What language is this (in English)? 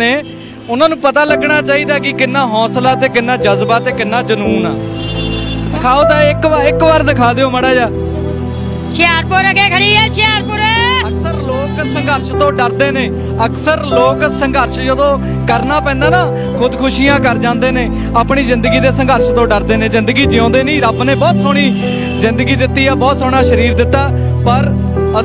Punjabi